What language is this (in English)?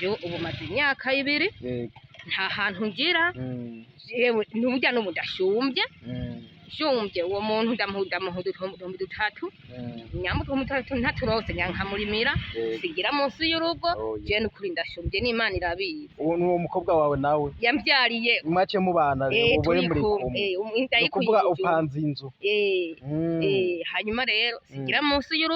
Rundi